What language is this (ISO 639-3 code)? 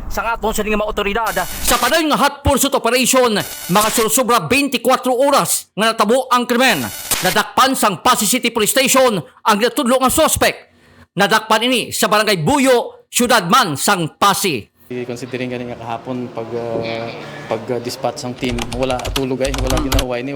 hil